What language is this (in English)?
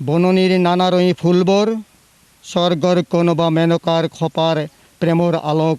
Assamese